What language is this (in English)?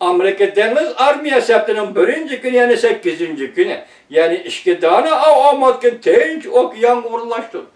Uyghur